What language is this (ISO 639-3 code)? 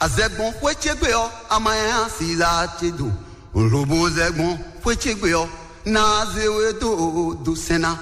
fon